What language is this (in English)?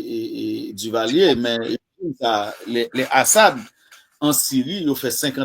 Haitian Creole